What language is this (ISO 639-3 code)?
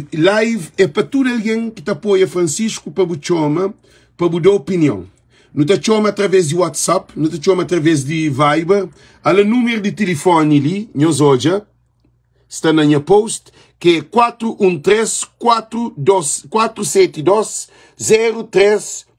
kea